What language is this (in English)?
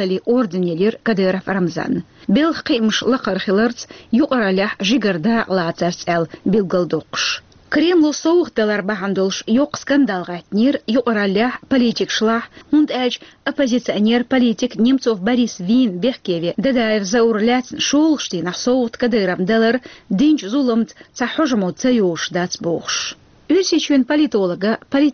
Chechen